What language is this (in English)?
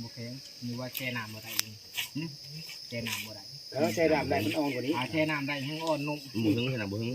Northeastern Thai